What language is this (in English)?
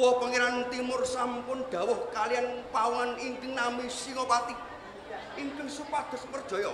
Javanese